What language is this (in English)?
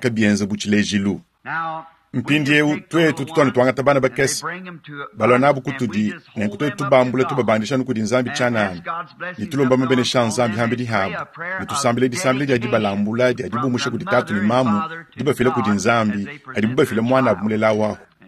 Luba-Lulua